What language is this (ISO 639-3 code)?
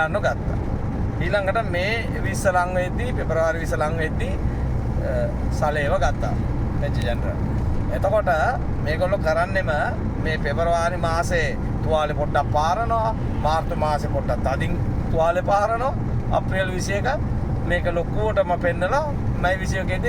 sin